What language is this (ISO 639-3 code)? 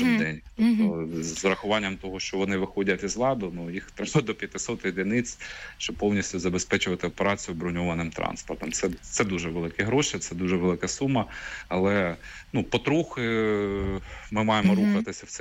ukr